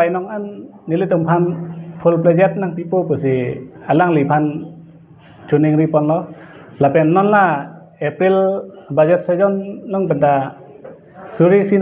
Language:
Karbi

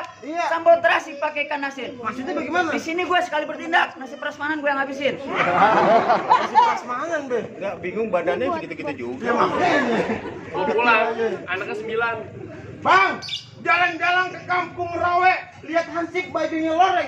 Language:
Betawi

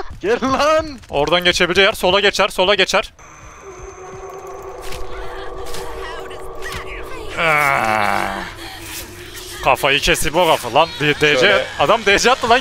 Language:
Turkish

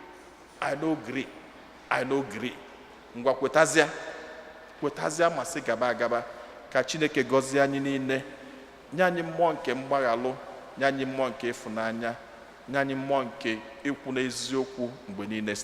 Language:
Igbo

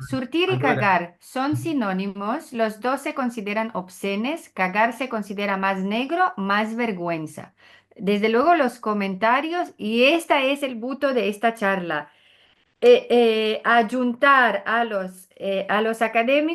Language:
Ladino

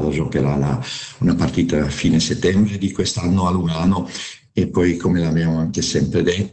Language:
Italian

